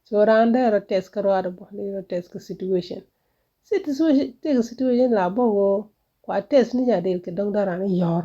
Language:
Nuer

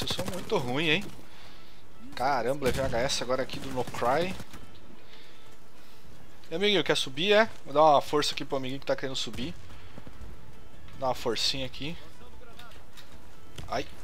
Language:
Portuguese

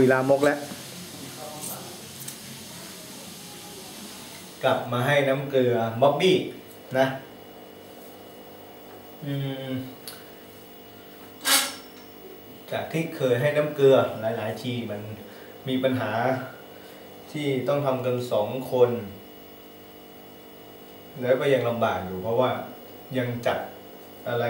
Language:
Thai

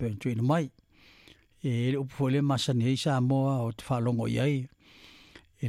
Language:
Samoan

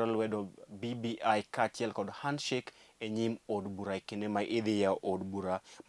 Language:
Luo (Kenya and Tanzania)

